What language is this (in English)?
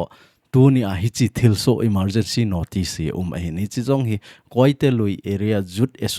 Thado Chin